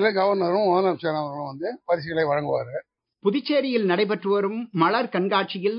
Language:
Tamil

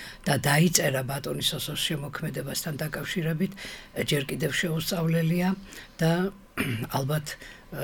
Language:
Georgian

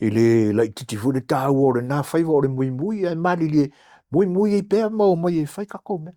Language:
Samoan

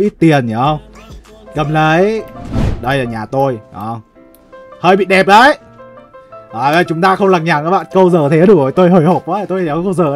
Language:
Vietnamese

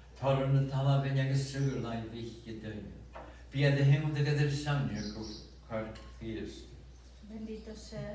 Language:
Scottish Gaelic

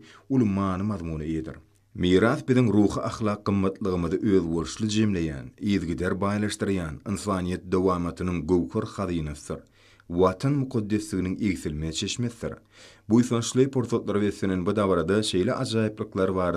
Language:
Turkmen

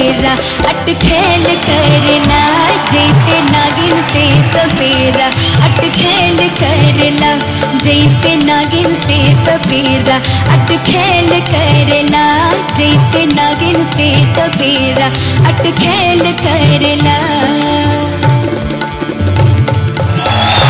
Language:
Bhojpuri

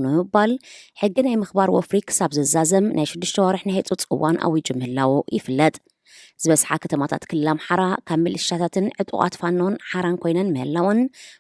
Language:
Tigrinya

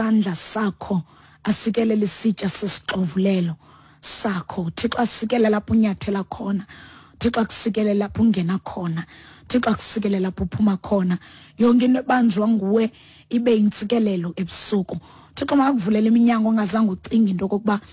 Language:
Xhosa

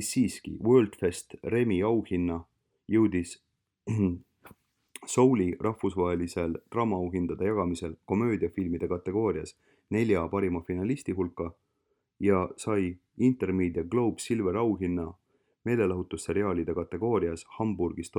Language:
Estonian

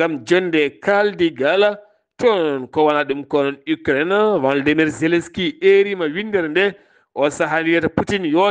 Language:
Fula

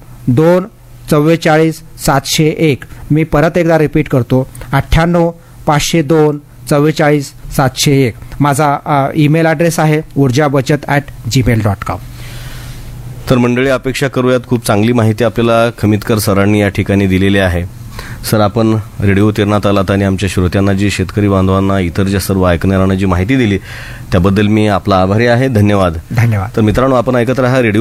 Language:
Marathi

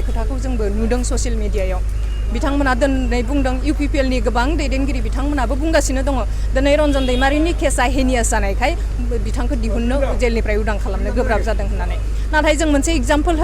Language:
Bodo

